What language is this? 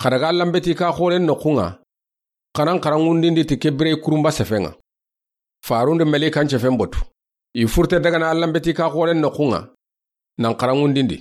Soninke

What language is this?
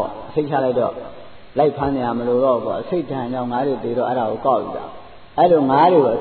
Burmese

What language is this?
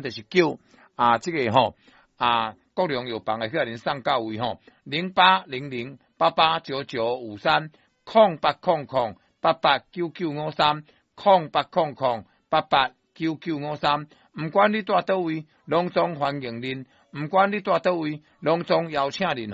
Min Nan Chinese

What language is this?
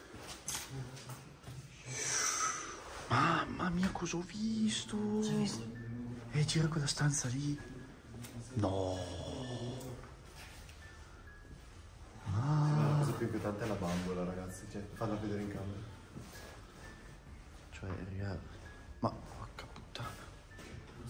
Italian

